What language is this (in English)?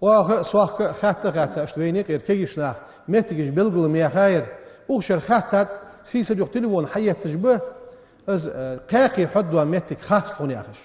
Ingush